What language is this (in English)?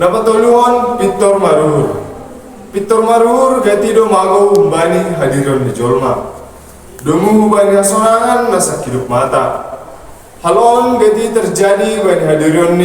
Batak Simalungun